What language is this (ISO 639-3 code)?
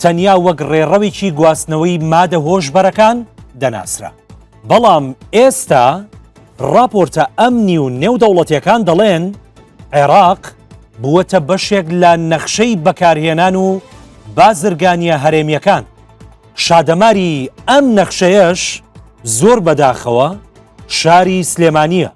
ckb